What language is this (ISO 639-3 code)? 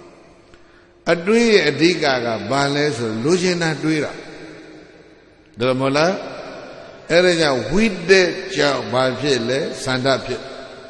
mya